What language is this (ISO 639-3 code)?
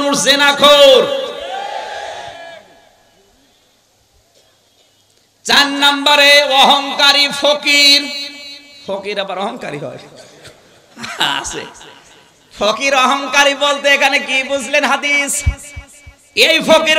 ben